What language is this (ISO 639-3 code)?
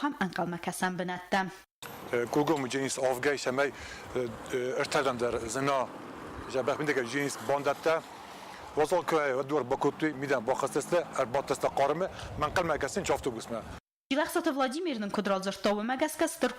oss